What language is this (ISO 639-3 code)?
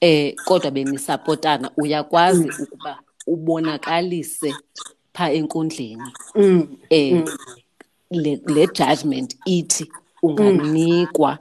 xho